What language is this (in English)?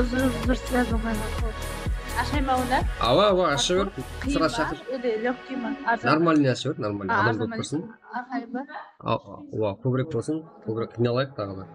Kara-Kalpak